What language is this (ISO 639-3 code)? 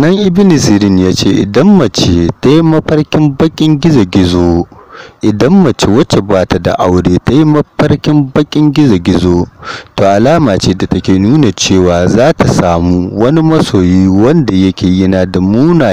hau